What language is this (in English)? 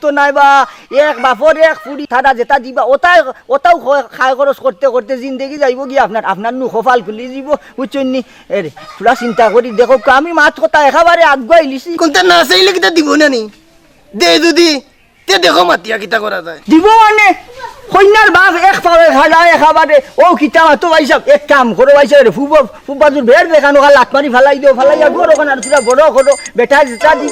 Sylheti